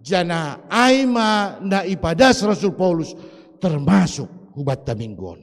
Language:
Batak Simalungun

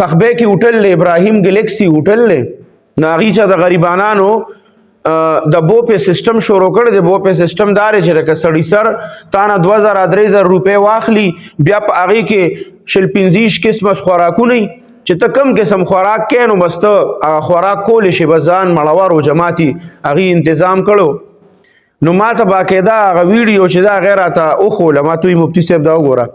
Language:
Pashto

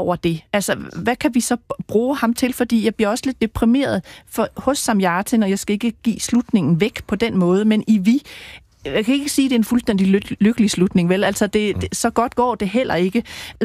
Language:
Danish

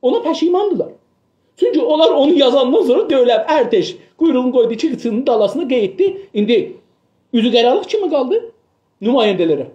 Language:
South Azerbaijani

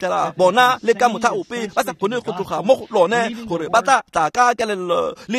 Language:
Tswana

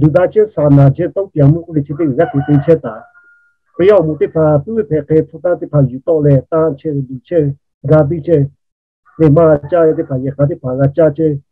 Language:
Lahu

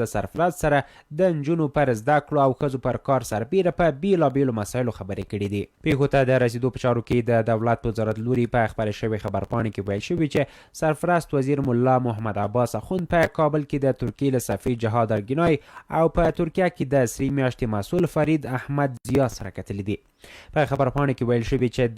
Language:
Pashto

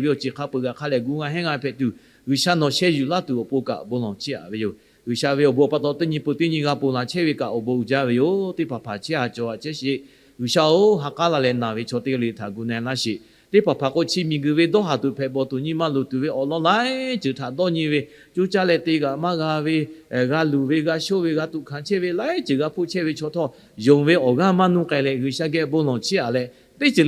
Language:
Lahu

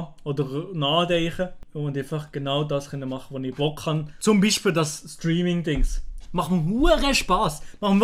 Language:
Swiss German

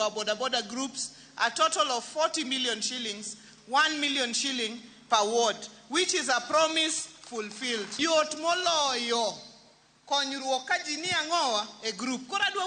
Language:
Luo (Kenya and Tanzania)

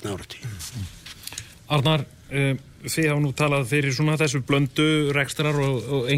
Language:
Icelandic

